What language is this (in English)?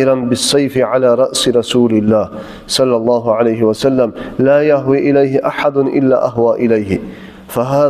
Kumyk